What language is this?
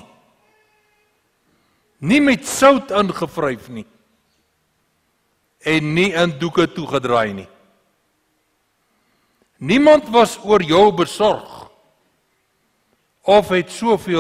Afrikaans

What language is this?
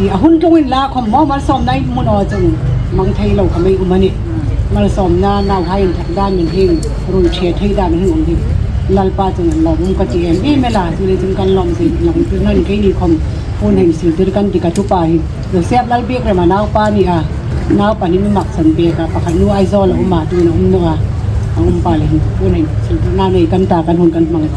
Hmar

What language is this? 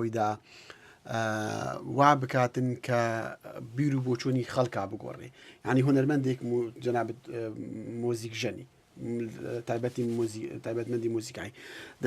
Central Kurdish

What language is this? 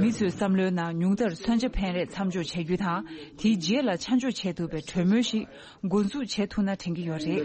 Tibetan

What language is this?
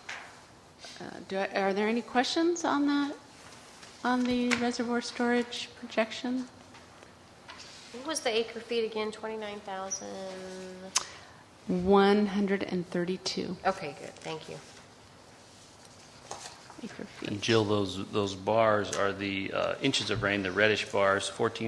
English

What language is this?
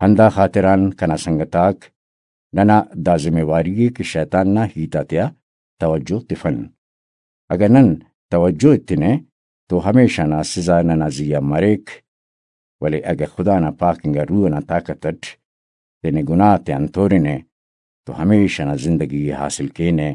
Brahui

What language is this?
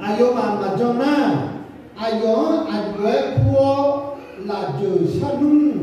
Akha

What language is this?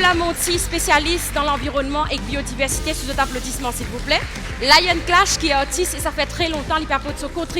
Morisyen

